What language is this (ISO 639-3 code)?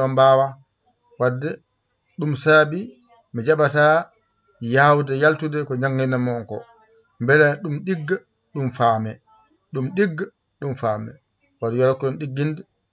ful